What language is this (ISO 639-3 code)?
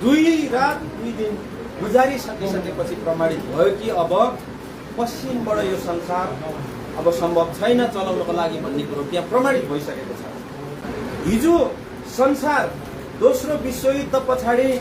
nep